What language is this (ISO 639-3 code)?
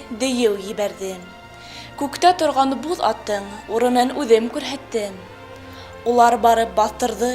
bak